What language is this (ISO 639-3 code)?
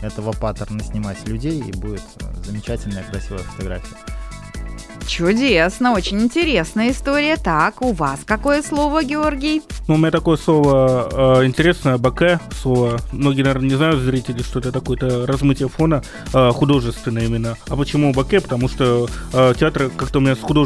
rus